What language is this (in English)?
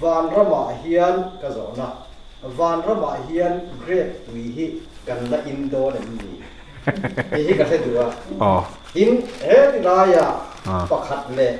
Mizo